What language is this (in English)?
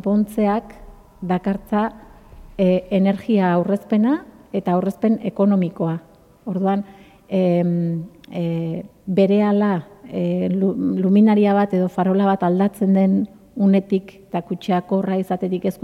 Basque